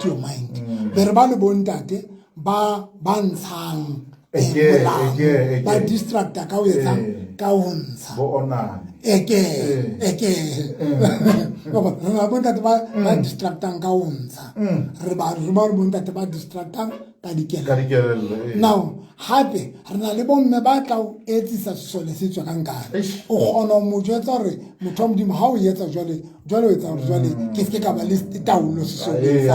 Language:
Southern Sotho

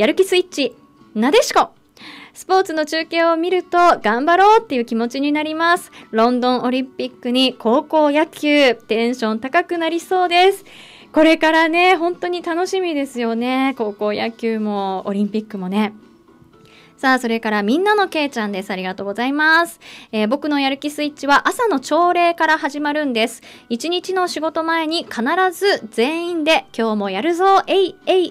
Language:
Japanese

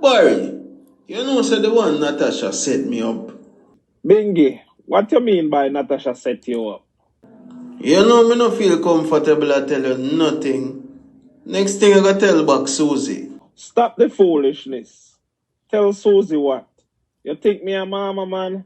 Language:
Jamaican Creole English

